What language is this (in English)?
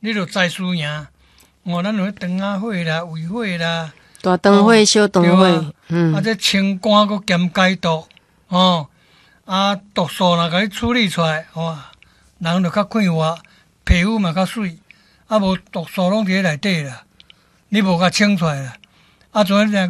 Min Nan Chinese